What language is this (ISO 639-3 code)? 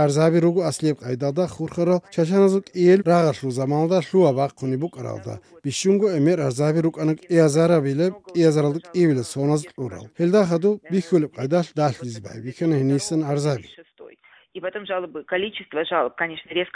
ava